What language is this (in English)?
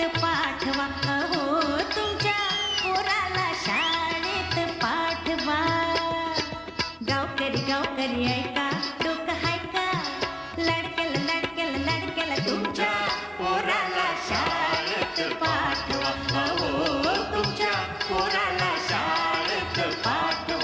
Marathi